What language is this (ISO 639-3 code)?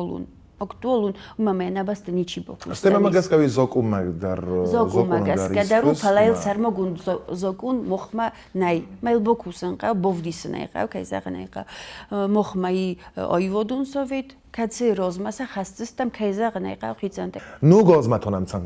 oss